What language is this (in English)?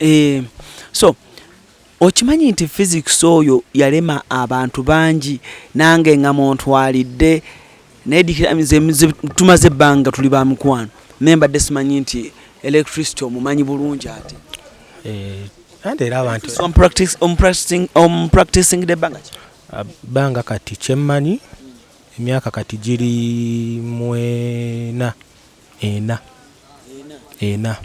Ganda